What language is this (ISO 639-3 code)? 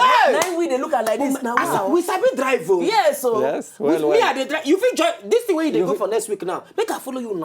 pcm